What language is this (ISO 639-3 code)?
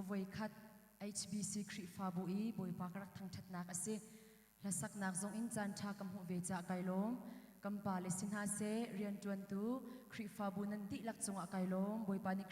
cnh